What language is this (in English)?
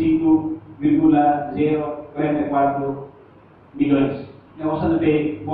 Tetum